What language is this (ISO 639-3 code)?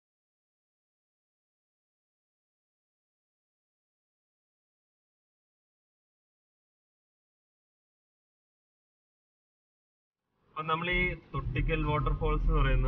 mal